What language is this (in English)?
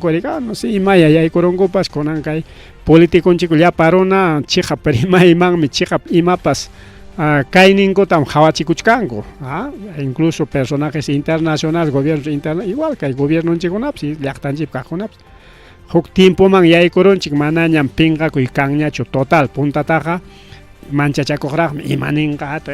Ayacucho Quechua